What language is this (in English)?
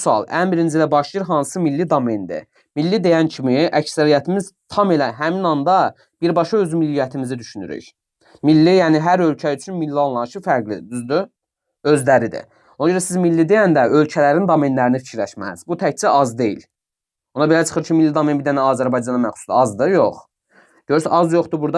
Azerbaijani